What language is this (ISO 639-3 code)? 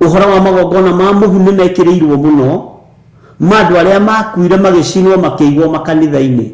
kik